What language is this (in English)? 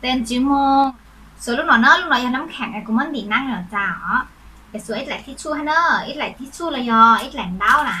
Hmong